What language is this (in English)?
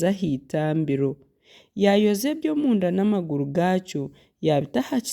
Nyankole